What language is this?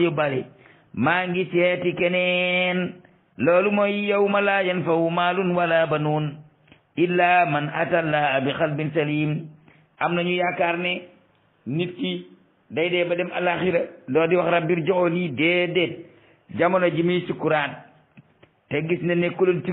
Wolof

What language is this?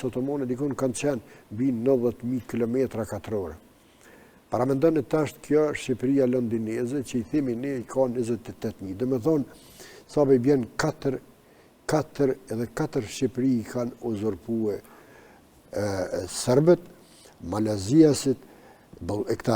Albanian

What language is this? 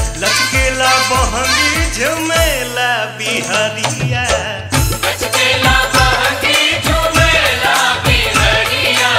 Bhojpuri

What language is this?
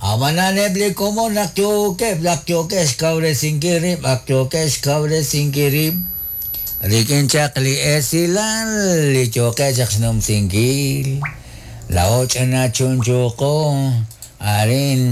Kekchí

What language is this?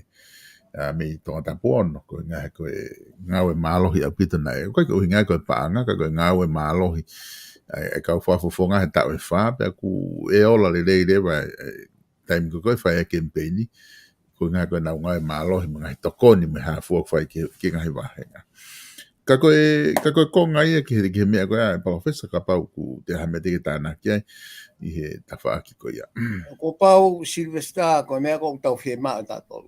Tongan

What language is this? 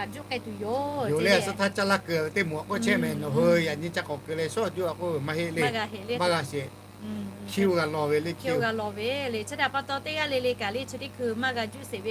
Lahu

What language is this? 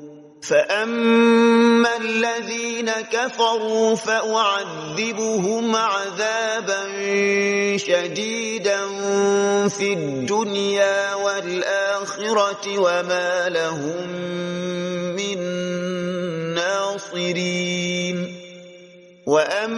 Arabic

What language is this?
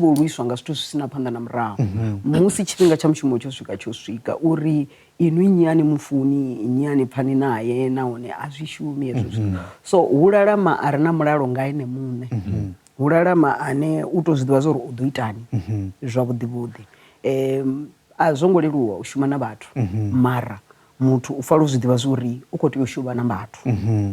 Venda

